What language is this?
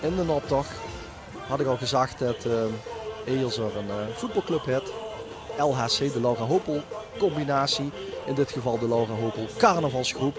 Limburgish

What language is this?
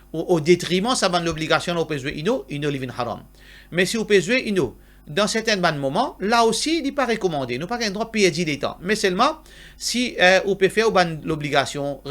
Morisyen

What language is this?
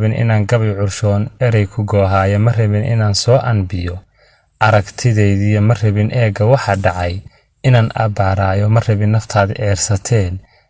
Somali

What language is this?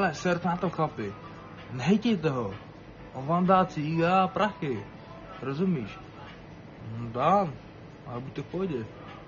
Czech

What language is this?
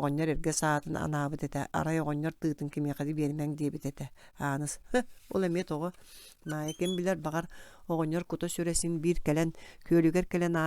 Yakut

